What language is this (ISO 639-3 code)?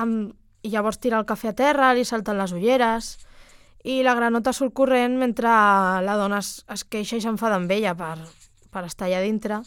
cat